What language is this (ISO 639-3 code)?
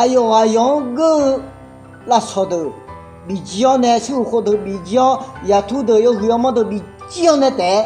ahk